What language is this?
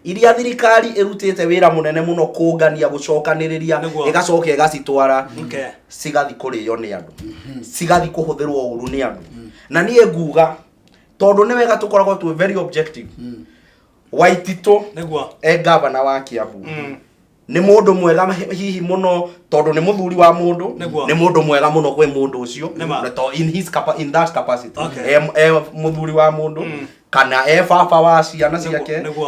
Kikuyu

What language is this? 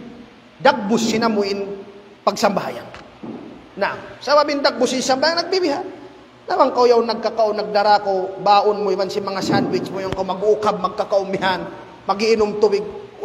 Tausug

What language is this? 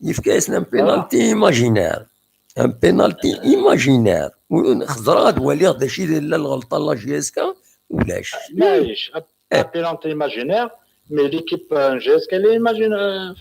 Kabyle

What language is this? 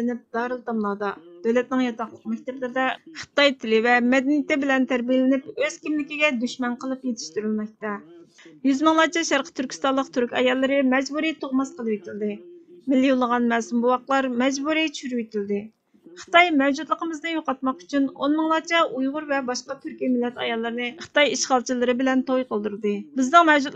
Uyghur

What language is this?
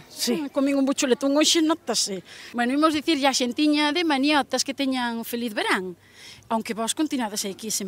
Galician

